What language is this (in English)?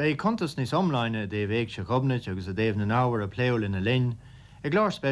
Irish